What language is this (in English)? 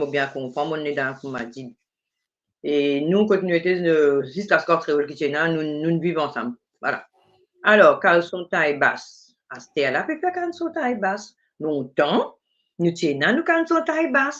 Morisyen